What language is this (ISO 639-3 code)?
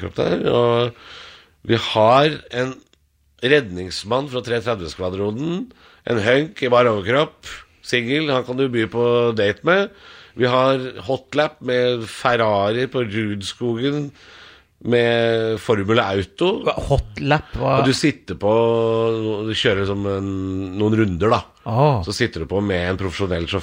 nor